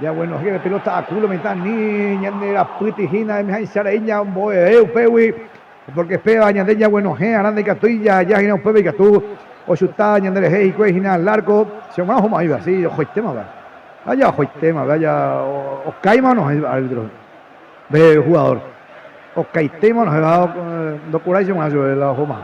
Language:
Guarani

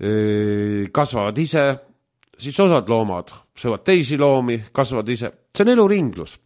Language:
Estonian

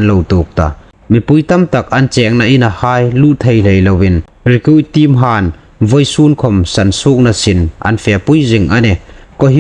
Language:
Hmar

